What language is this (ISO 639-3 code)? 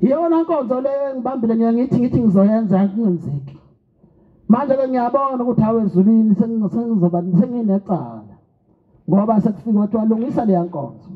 zul